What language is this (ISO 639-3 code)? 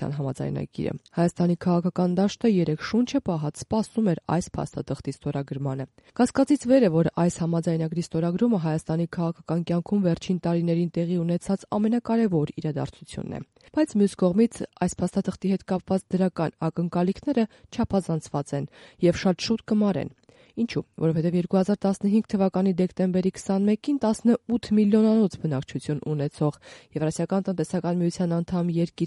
hye